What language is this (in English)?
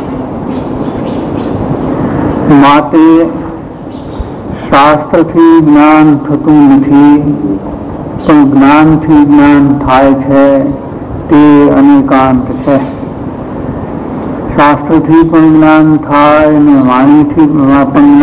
Gujarati